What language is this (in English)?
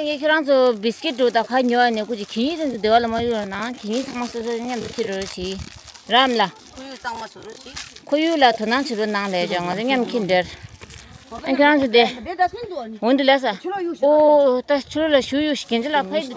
Tibetan